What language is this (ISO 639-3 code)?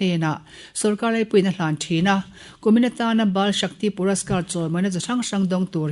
lus